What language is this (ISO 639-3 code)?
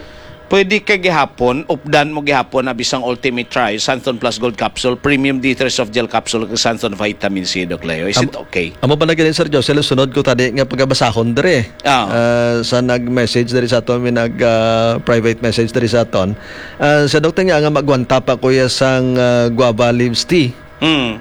hil